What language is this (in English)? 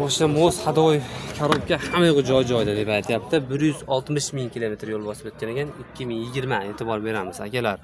Uzbek